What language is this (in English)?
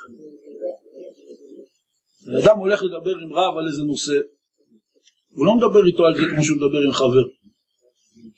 Hebrew